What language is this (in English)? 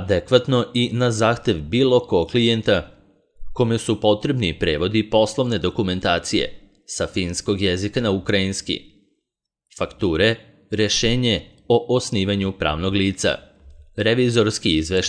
Serbian